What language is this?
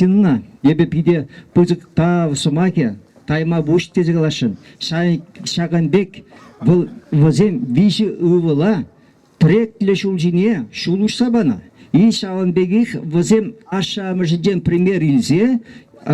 Chuvash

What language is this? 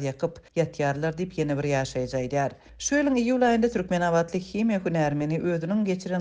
Turkmen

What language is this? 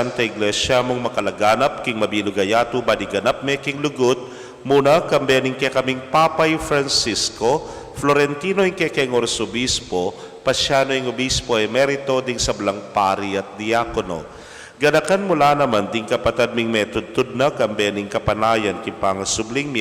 Pampanga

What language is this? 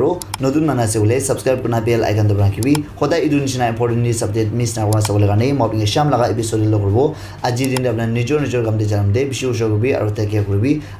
Naga Pidgin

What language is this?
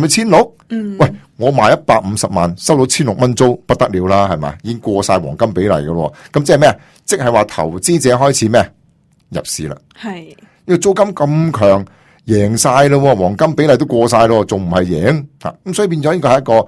Cantonese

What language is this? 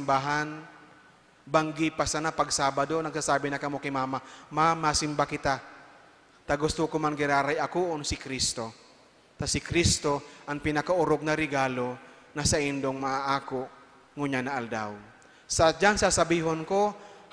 Bikol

